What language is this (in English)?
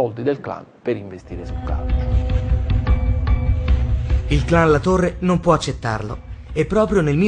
Italian